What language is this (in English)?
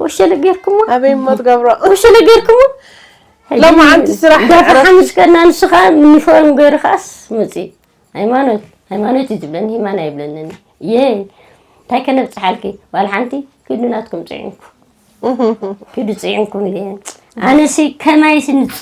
Tigrinya